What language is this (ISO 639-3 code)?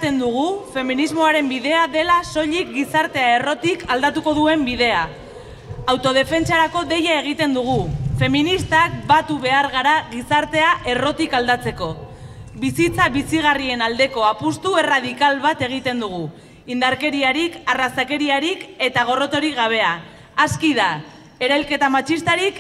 eus